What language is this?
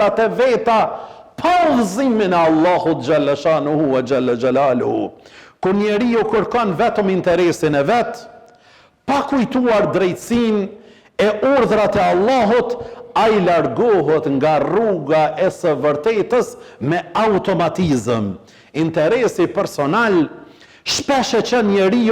Albanian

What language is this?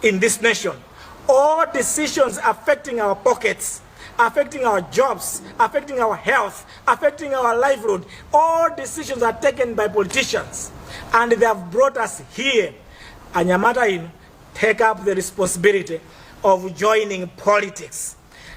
Nyanja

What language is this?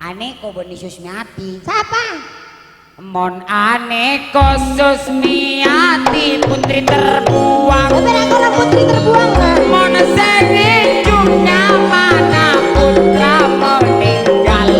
Madurese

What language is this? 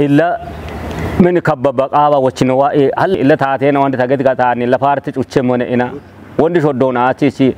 Kafa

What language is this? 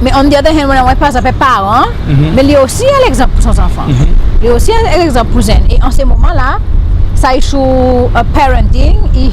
Seselwa Creole French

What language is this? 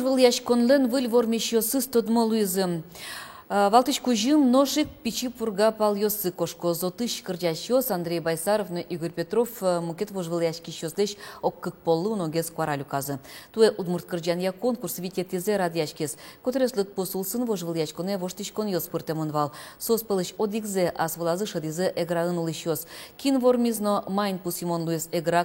Udmurt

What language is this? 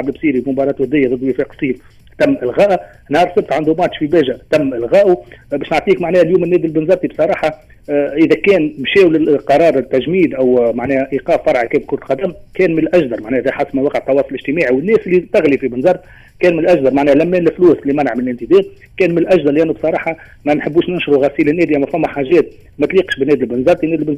Tunisian Arabic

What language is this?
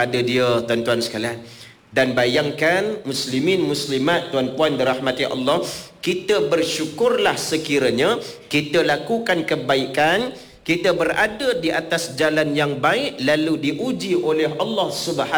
Malay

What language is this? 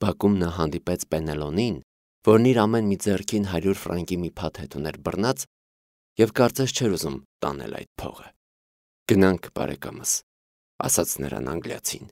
Armenian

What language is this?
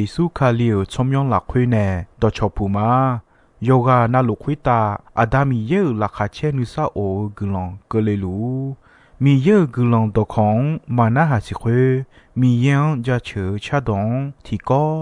Akha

